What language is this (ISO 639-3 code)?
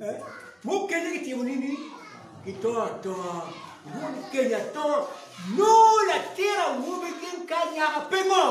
ach